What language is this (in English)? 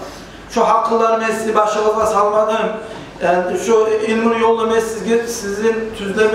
Kumyk